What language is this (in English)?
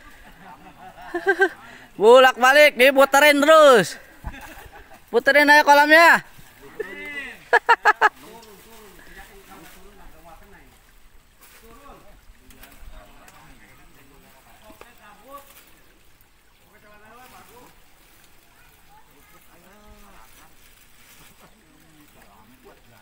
Indonesian